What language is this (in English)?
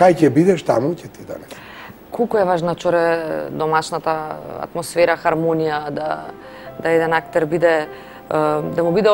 Macedonian